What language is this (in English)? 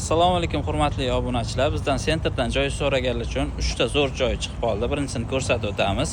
Uzbek